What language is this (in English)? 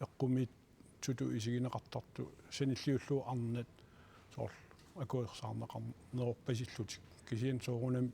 Kalaallisut